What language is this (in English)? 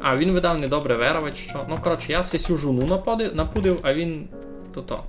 Rusyn